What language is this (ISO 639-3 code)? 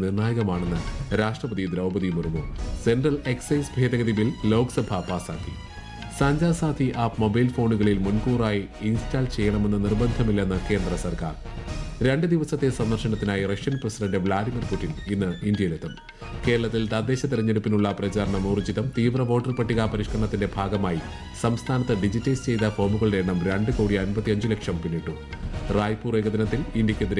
mal